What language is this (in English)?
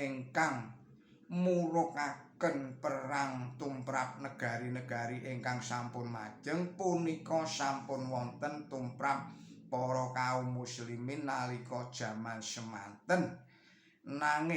Javanese